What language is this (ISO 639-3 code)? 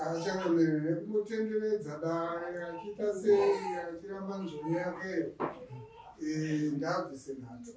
sna